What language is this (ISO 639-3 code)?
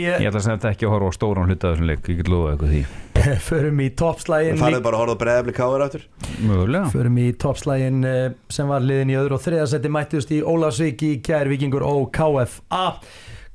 isl